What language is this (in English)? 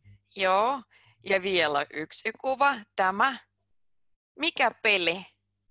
Finnish